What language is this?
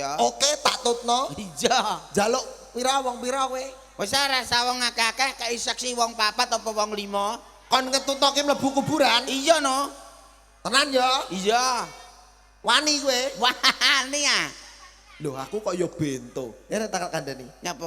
Javanese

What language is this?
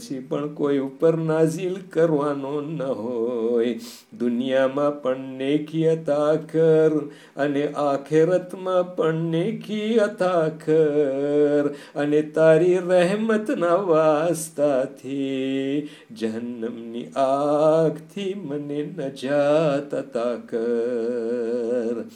Gujarati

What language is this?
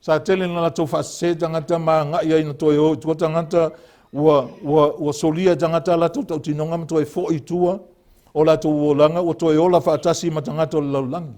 Samoan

